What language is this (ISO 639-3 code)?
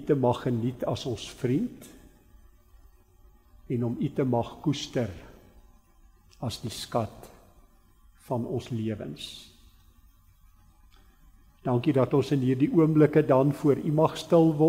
afr